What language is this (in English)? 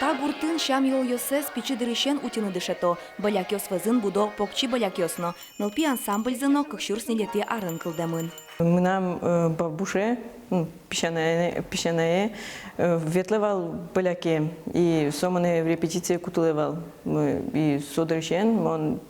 Udmurt